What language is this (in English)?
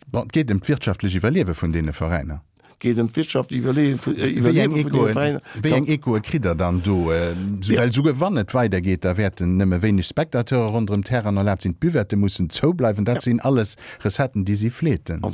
Luxembourgish